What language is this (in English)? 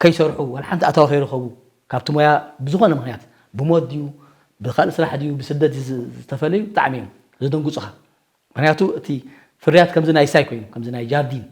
Tigrinya